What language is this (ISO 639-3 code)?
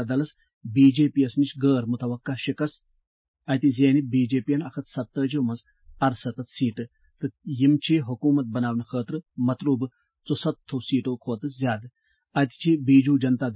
kas